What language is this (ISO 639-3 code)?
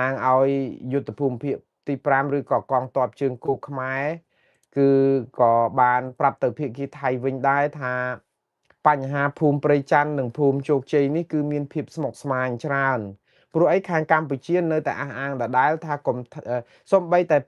khm